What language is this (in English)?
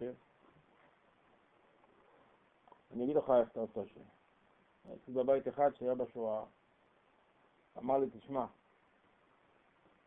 Hebrew